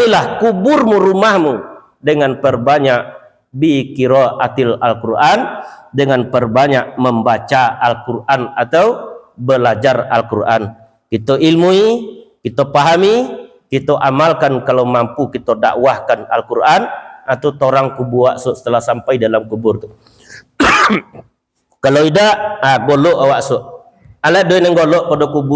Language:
Minangkabau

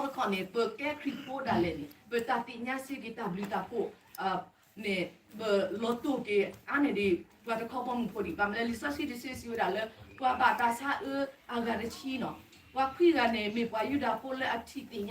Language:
S'gaw Karen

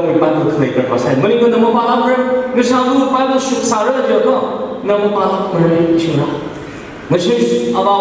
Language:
Tangkhul Naga (India)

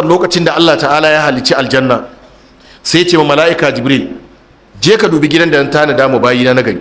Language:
Hausa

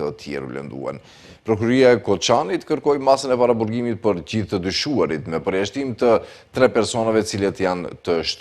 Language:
Albanian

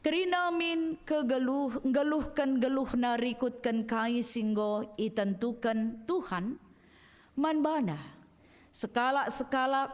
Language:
Batak Karo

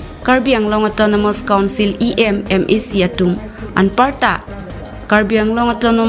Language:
Karbi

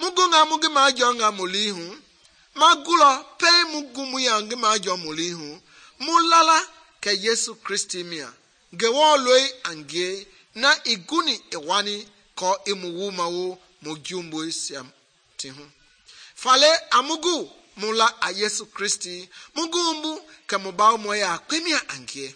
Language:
Mende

